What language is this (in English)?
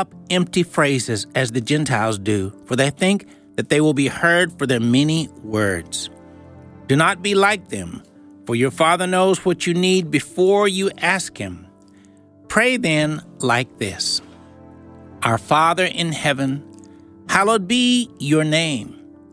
English